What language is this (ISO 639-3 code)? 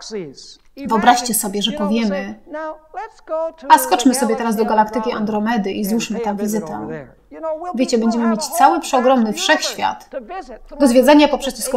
pol